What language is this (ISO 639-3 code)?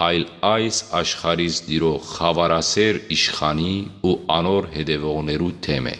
hyw